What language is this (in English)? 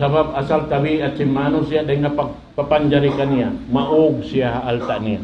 Tausug